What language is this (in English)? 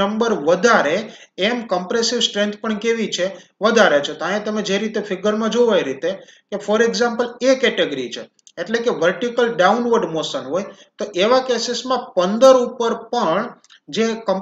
Gujarati